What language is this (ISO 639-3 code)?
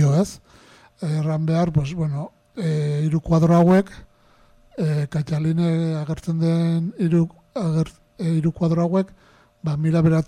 eus